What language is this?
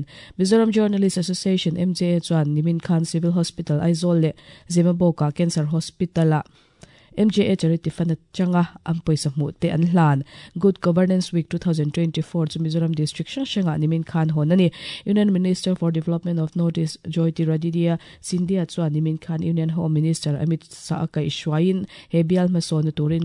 Mizo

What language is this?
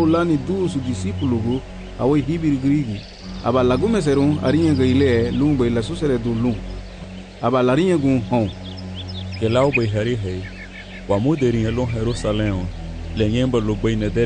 Garifuna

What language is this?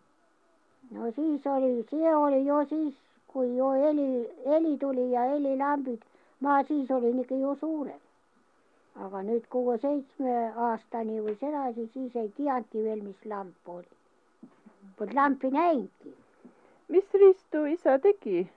Estonian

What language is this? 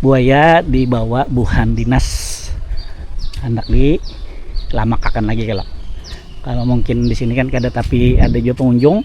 Banjar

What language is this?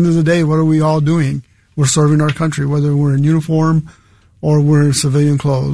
English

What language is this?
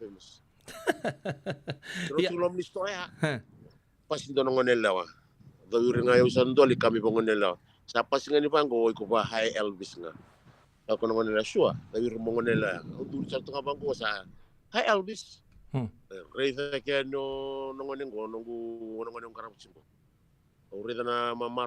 Fijian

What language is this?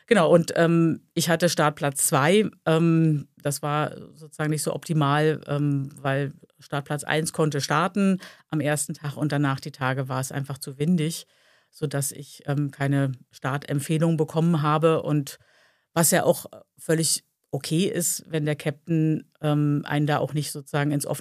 German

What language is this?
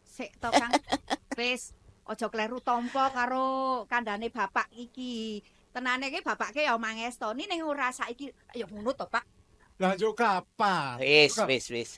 Javanese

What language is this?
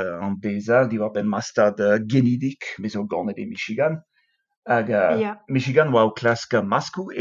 Breton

